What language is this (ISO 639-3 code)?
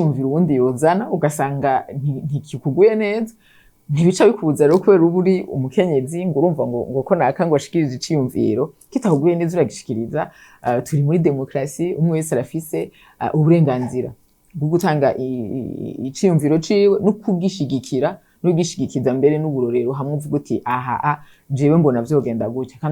run